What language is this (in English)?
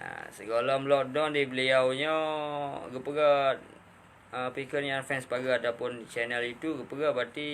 Achinese